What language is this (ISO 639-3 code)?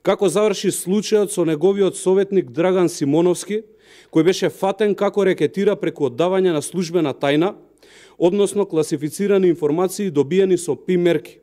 mkd